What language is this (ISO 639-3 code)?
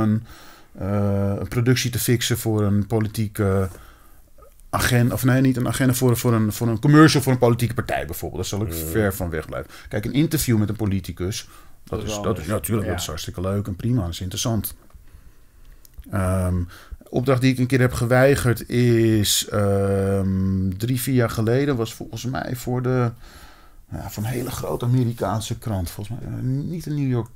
nld